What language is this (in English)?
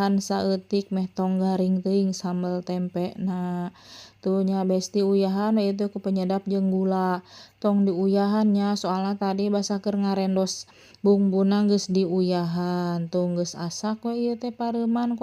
Sundanese